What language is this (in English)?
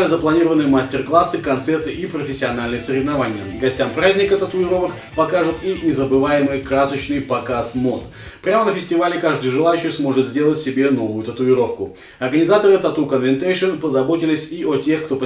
Russian